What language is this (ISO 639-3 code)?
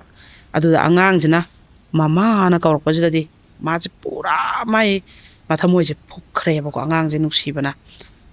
mni